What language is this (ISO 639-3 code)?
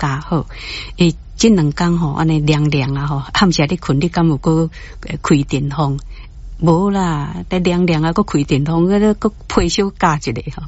nan